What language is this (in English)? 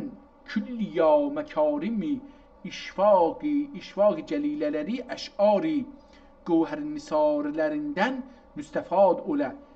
South Azerbaijani